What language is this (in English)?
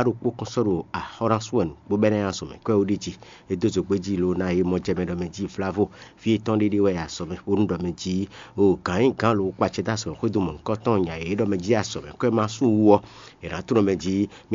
Fon